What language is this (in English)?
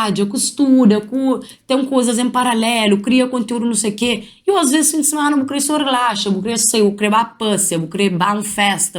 Kabuverdianu